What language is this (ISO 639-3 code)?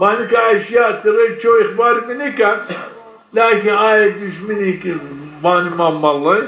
zza